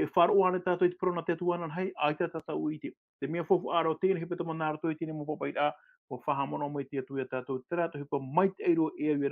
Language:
Tahitian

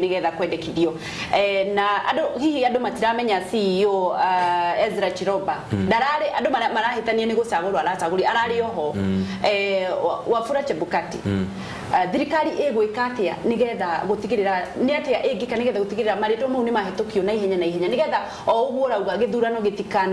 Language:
Kikuyu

